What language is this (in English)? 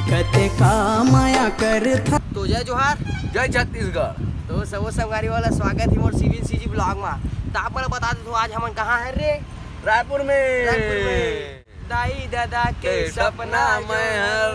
Chhattisgarhi